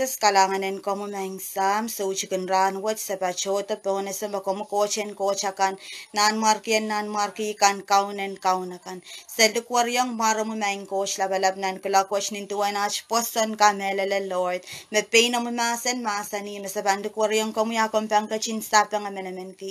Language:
Pohnpeian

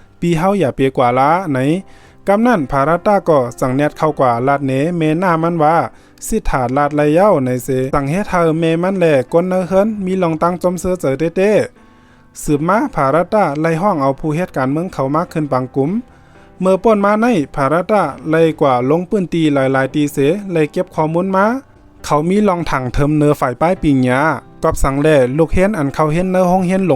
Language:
Shan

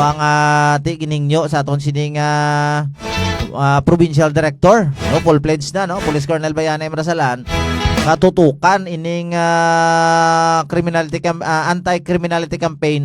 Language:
Hiligaynon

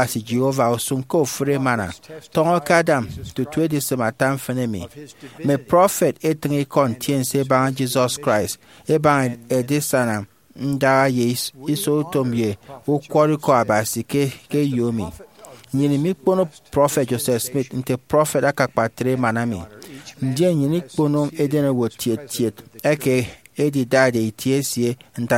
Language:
Efik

